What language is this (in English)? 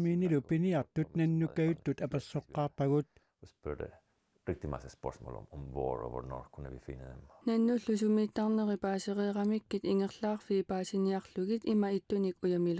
Kalaallisut